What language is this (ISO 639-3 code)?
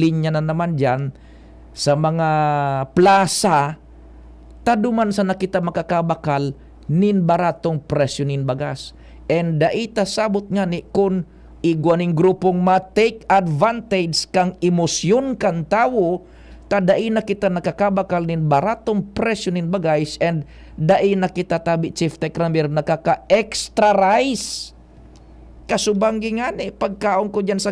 bik